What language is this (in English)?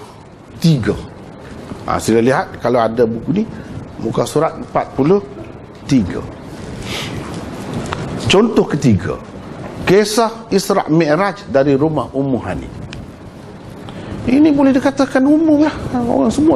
Malay